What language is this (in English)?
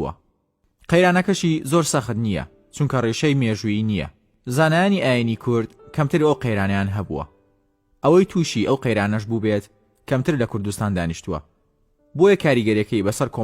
Central Kurdish